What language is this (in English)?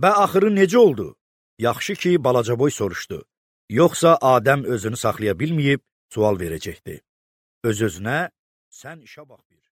Azerbaijani